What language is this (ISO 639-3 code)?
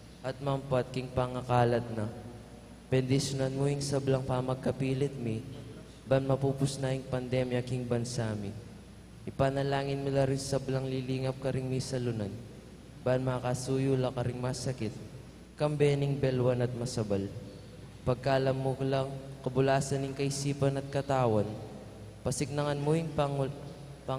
pam